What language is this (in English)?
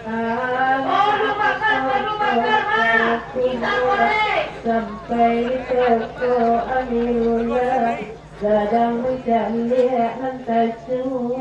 Minangkabau